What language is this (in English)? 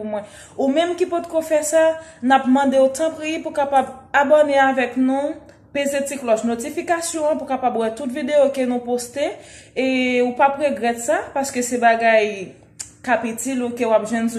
Haitian Creole